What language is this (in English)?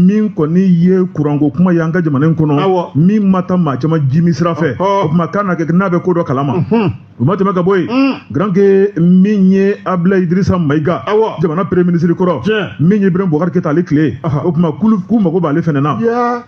Bambara